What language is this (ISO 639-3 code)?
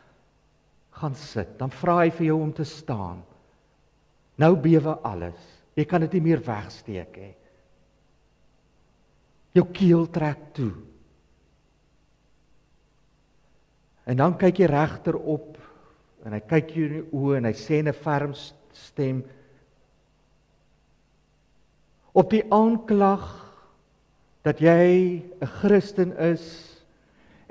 afr